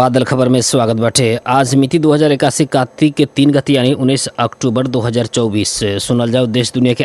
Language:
Bhojpuri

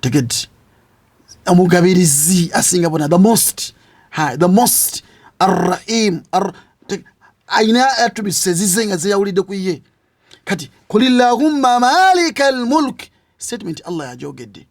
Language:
Ganda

